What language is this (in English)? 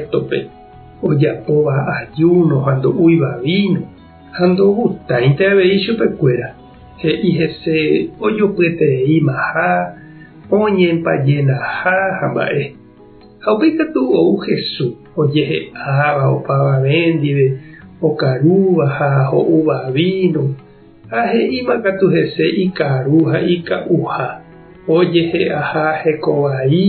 Guarani